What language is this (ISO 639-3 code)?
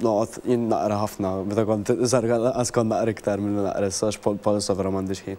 mlt